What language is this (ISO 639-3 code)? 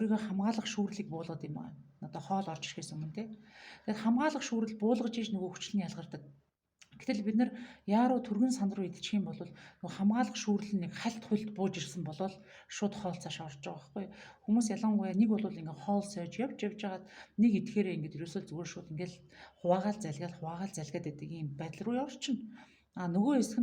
mon